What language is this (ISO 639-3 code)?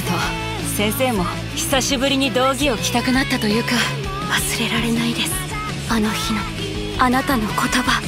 jpn